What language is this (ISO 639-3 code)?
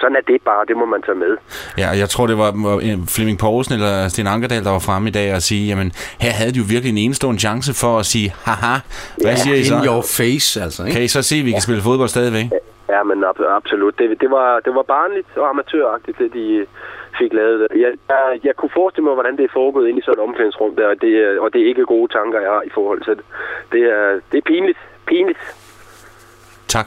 dan